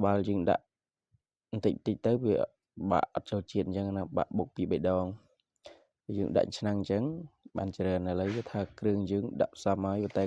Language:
Khmer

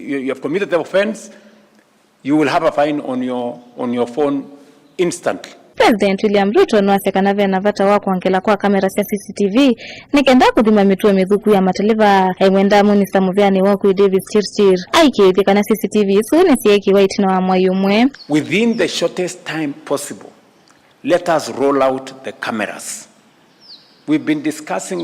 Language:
Kamba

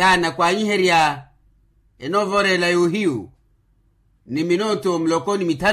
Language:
Makhuwa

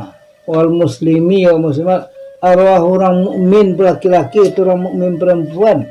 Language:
Minangkabau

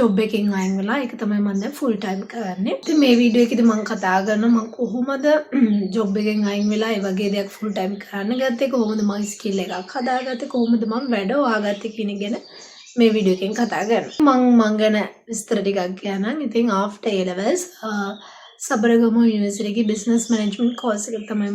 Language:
Sinhala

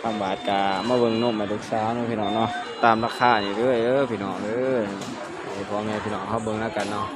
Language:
Northeastern Thai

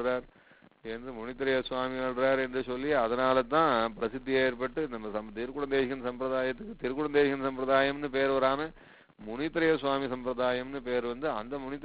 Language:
Tamil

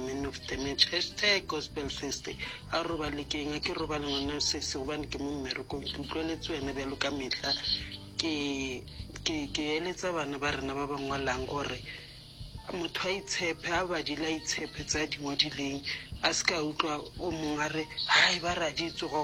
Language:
Northern Sotho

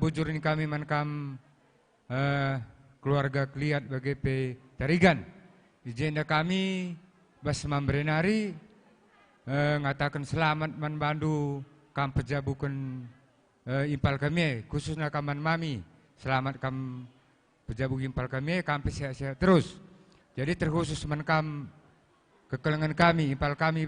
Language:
Batak Karo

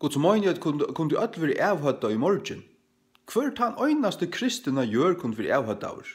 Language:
Faroese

